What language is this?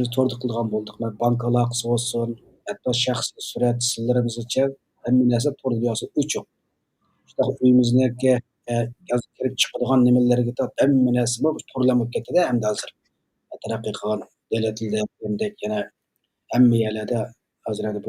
Uyghur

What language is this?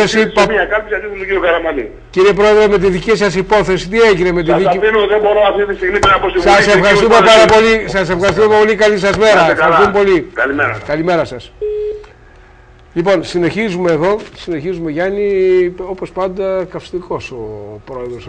Greek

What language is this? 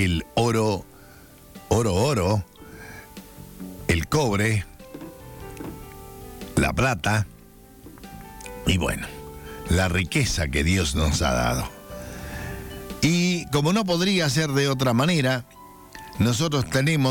Spanish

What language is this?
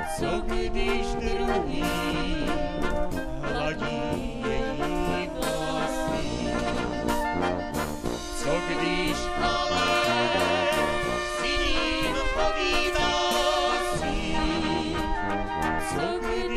Czech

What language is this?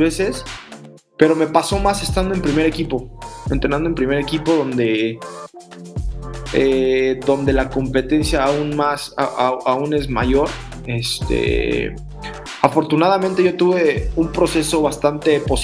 Spanish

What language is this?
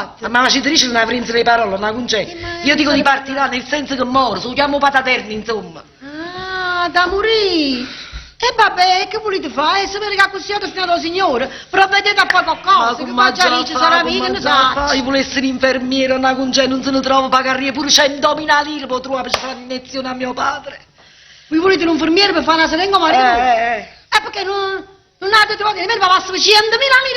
Neapolitan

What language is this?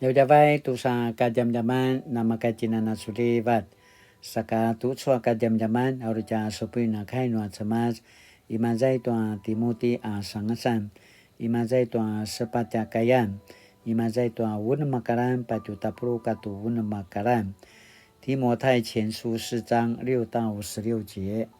Paiwan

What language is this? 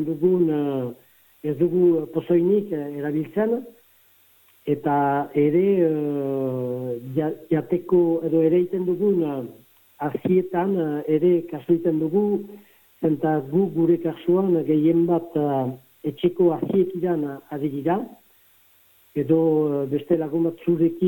Basque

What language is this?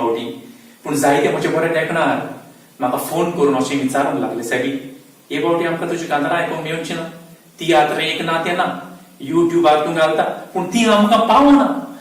Konkani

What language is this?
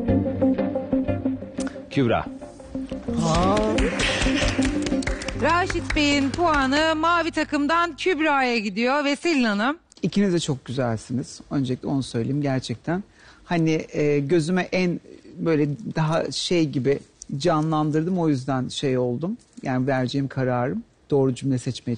Turkish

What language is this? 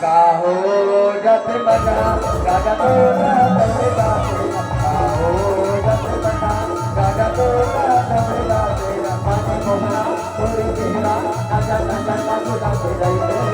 Chhattisgarhi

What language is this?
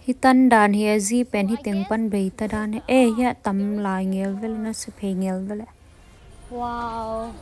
Tedim Chin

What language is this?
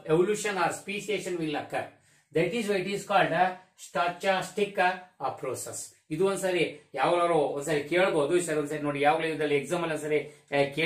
Kannada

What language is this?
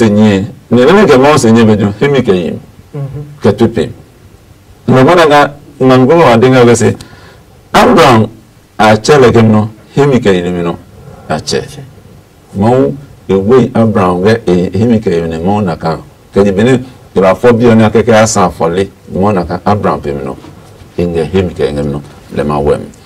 Adangme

